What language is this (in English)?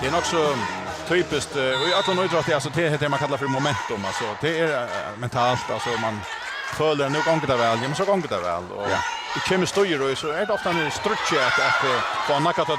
Faroese